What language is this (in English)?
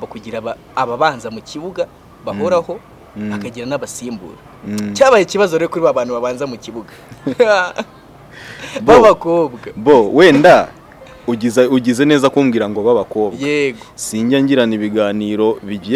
Kinyarwanda